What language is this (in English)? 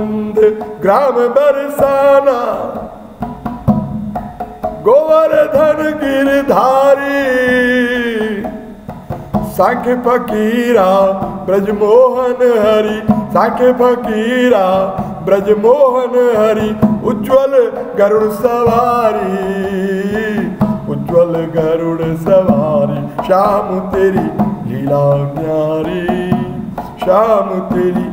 Hindi